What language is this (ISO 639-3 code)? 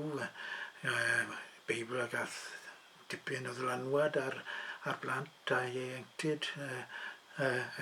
cym